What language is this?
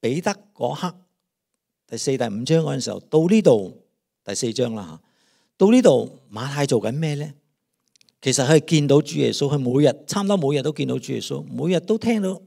Cantonese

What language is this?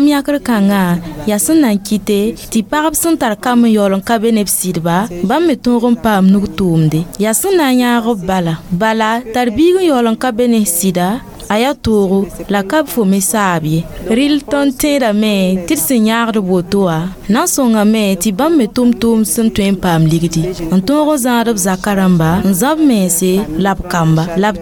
Mossi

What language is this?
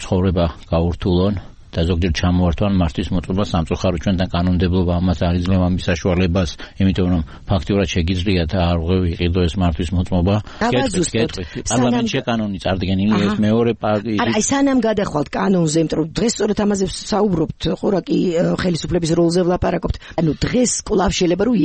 Georgian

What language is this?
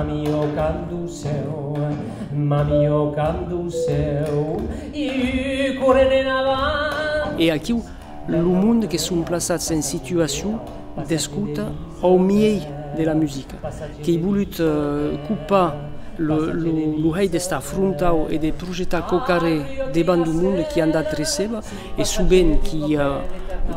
Occitan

